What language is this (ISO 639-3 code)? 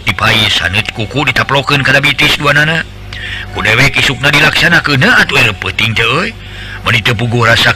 sun